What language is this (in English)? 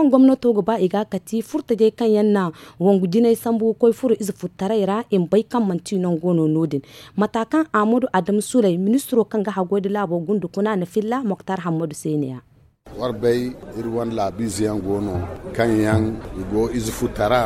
Zarma